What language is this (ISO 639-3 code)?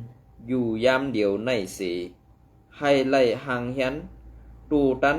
shn